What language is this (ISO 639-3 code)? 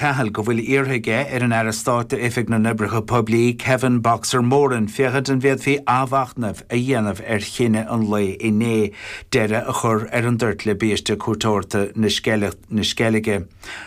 gle